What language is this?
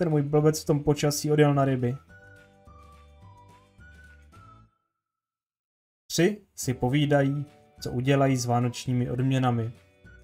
Czech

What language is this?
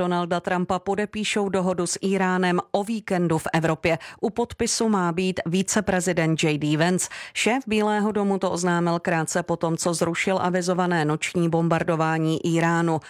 Czech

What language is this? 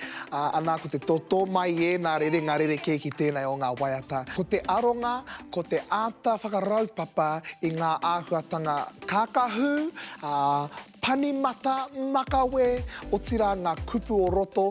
Māori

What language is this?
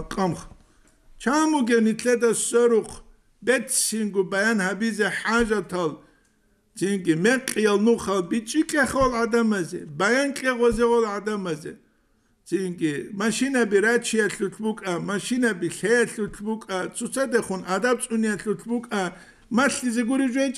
Avaric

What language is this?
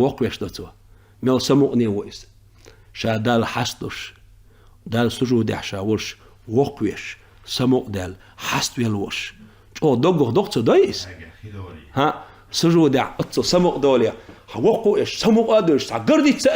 Chechen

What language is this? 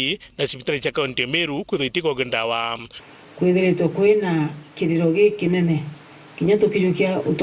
Meru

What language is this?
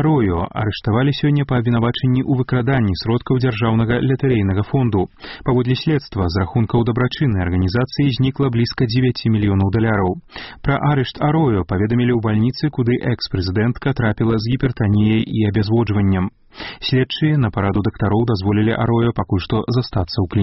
Belarusian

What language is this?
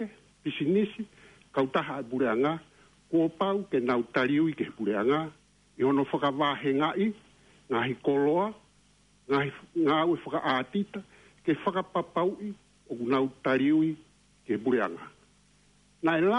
Tongan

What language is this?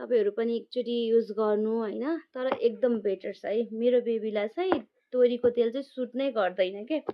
Nepali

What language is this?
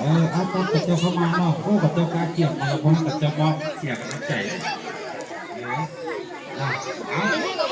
Lao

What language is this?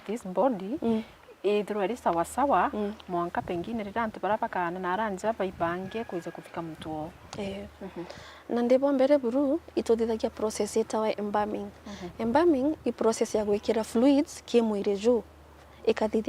Meru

